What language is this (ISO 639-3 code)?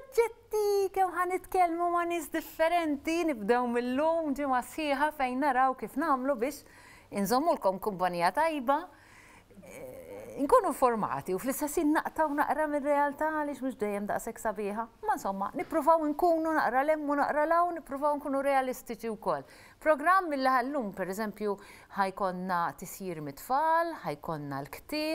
mlt